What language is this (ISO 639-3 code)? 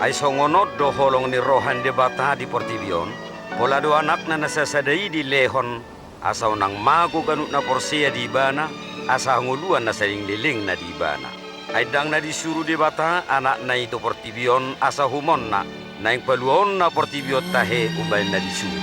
bbc